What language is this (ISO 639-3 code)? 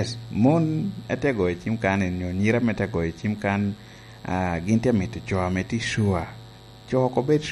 laj